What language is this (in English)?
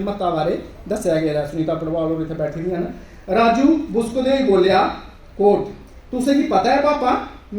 Dogri